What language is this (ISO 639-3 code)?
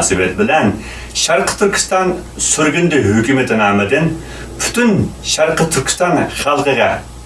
uig